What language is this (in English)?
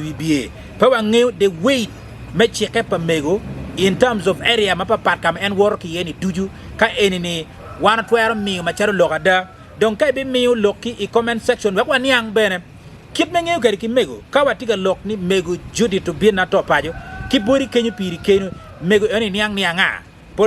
Acoli